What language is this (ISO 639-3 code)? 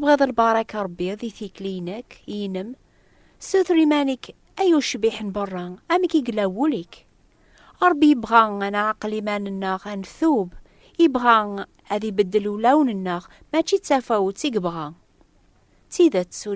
kab